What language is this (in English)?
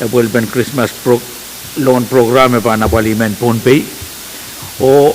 Pohnpeian